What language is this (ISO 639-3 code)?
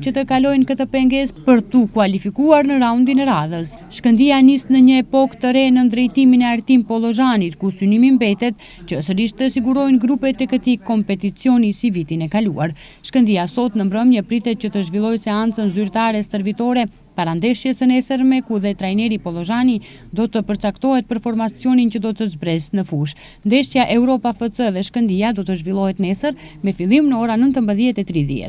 sqi